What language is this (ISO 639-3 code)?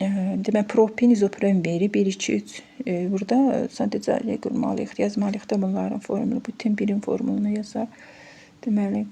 aze